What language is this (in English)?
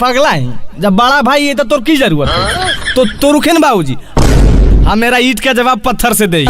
Magahi